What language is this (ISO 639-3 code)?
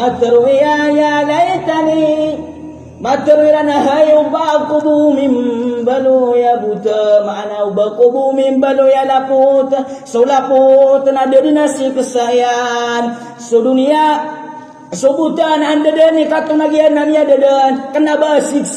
mrw